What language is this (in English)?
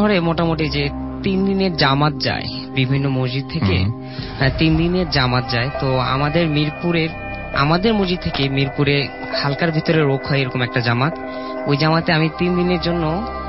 Bangla